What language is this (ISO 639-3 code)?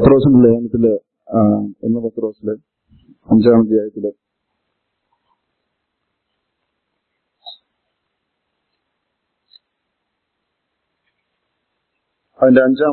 mal